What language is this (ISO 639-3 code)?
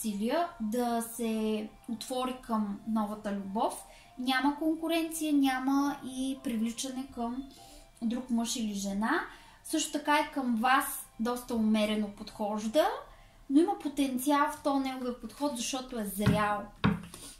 bul